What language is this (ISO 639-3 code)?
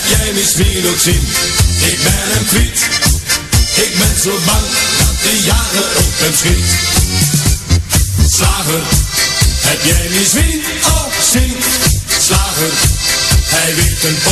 nld